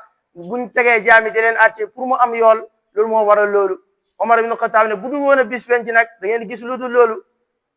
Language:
Wolof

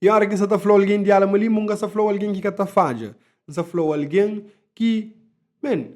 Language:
Kabuverdianu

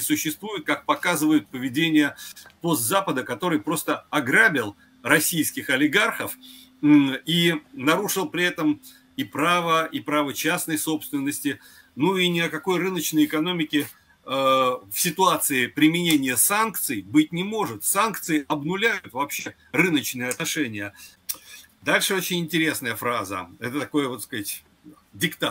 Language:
Russian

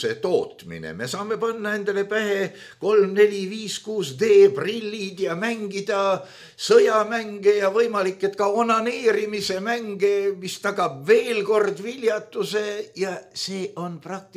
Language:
Estonian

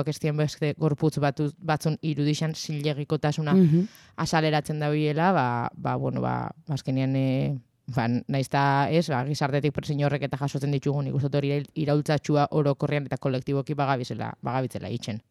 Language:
Basque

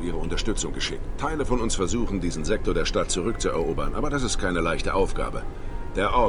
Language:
Bavarian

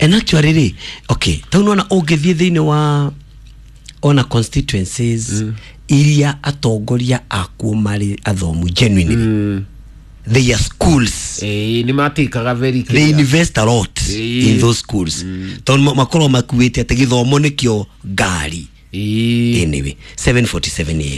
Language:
Kikuyu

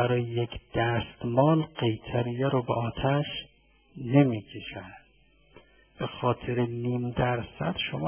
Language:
Persian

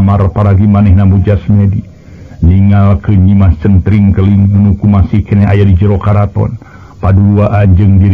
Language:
Sundanese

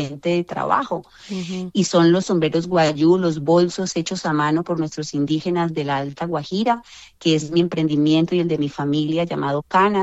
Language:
Spanish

